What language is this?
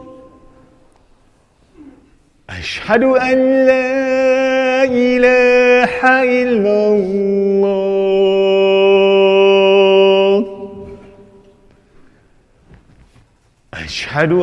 Arabic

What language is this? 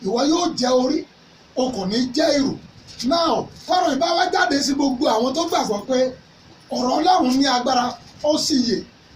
Yoruba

